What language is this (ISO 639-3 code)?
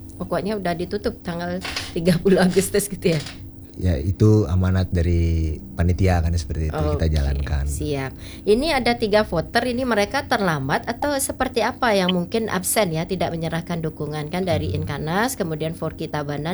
ind